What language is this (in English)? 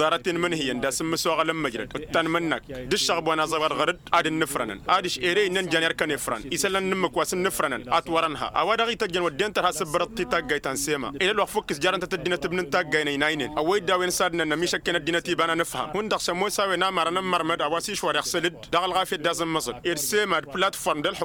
Tamasheq